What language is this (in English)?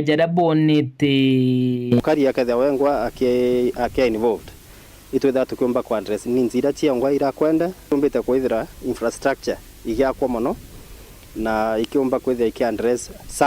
Meru